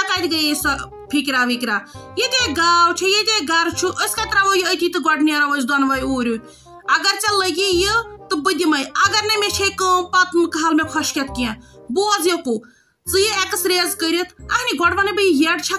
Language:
Kashmiri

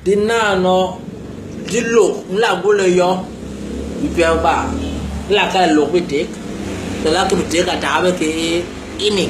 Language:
Basaa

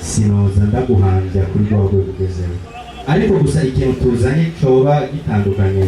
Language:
Rundi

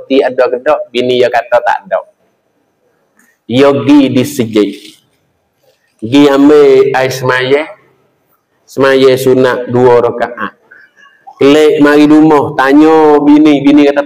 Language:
Malay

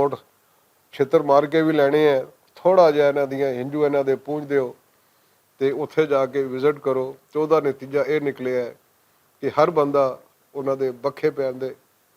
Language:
Western Panjabi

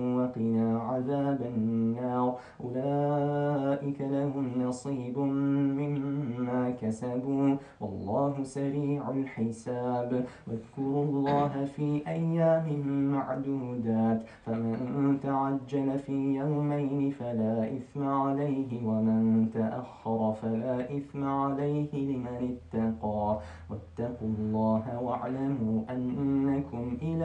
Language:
Arabic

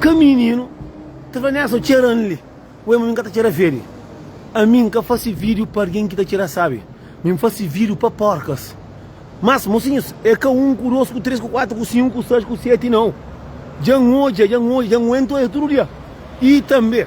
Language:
Kabuverdianu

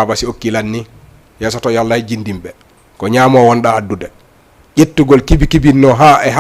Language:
Fula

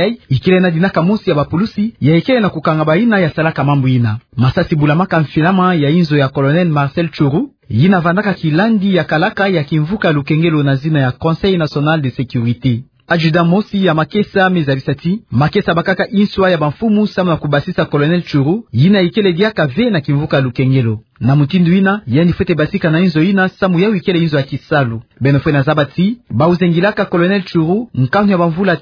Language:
Kituba (Democratic Republic of Congo)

